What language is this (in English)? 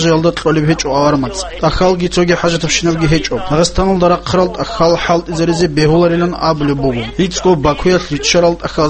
Avaric